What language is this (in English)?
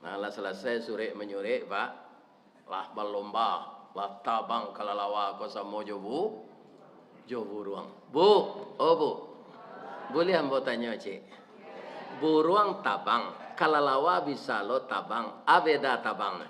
Minangkabau